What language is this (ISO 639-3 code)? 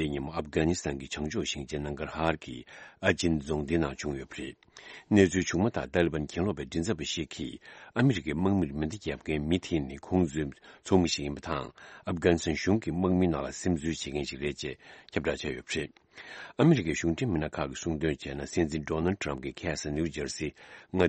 bod